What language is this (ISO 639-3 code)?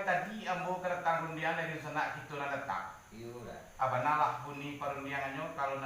min